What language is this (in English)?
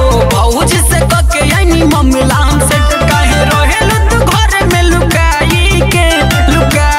Bhojpuri